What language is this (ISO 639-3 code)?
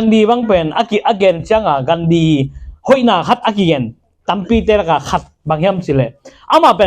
ctd